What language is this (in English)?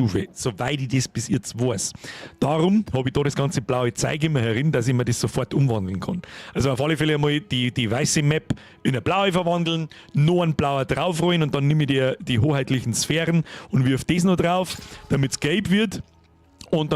Bavarian